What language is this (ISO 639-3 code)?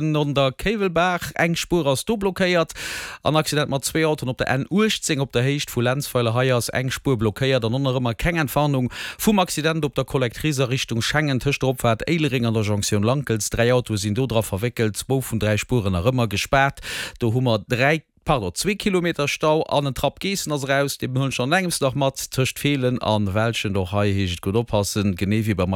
ltz